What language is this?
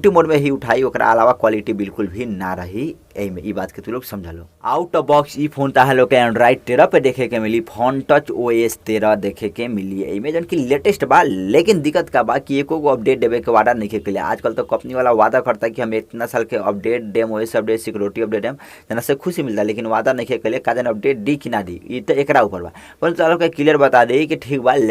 Bhojpuri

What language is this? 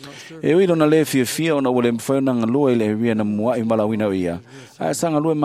Samoan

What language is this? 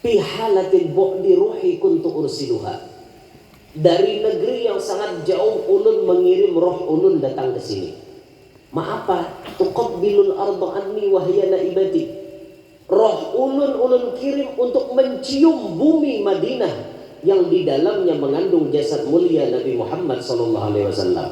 Banjar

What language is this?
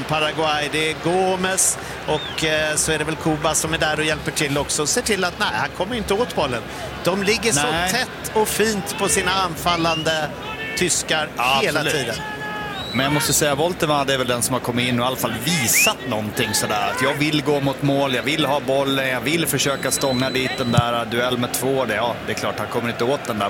Swedish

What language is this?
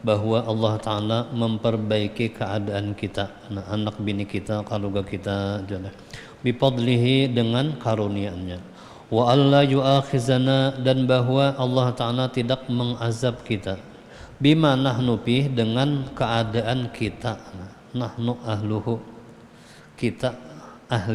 Banjar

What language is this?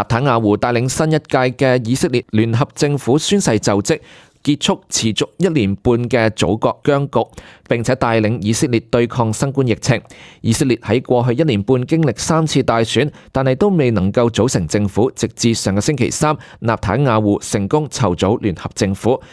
Cantonese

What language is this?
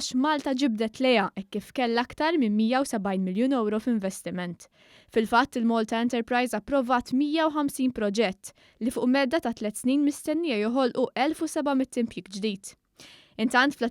Maltese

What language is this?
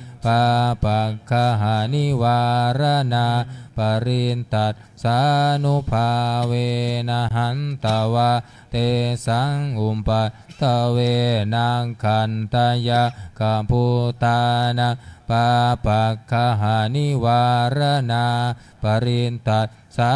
Pali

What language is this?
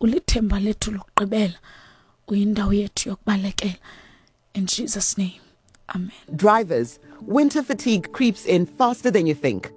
Xhosa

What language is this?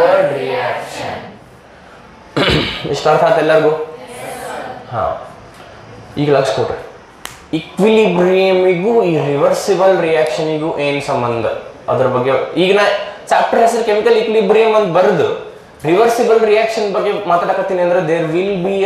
Kannada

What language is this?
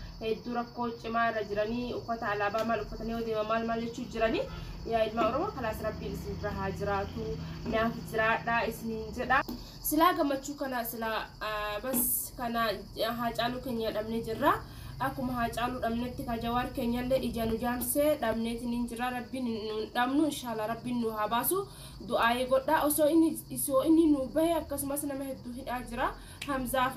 Oromo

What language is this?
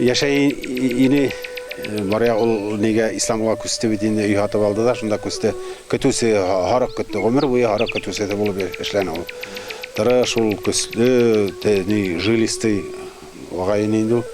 Bashkir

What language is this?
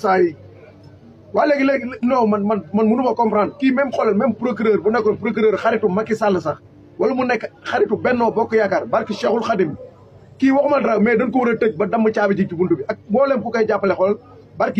Wolof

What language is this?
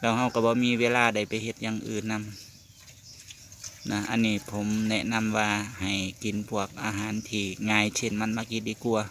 Northeastern Thai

